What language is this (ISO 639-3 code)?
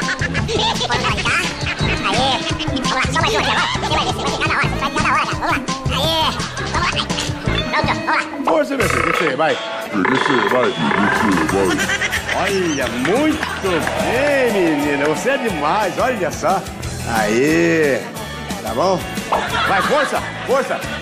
por